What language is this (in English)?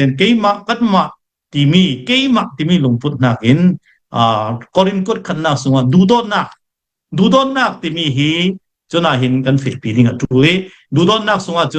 Falam Chin